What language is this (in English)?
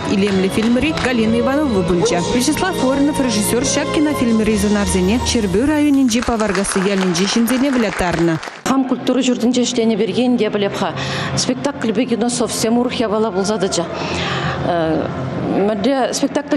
Chuvash